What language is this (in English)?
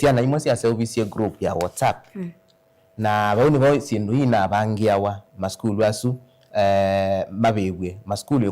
Kamba